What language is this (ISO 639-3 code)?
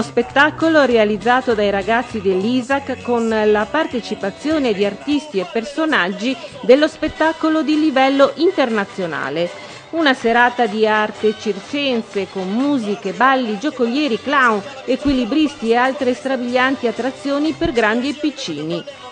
ita